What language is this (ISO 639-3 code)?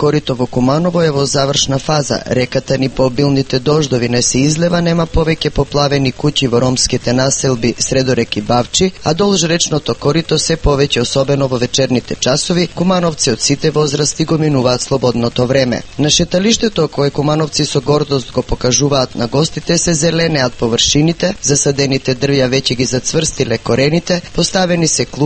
mkd